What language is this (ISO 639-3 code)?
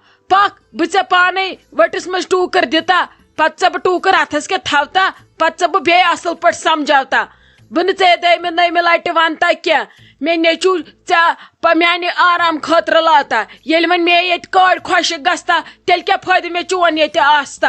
kas